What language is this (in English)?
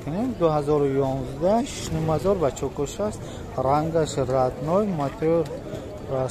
Tajik